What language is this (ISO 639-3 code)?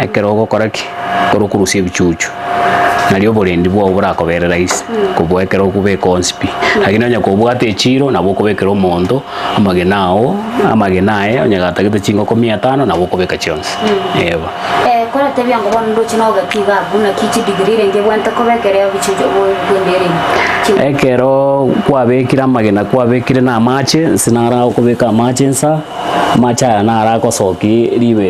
guz